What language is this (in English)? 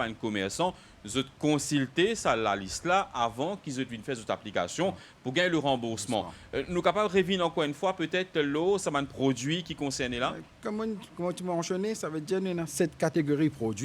Morisyen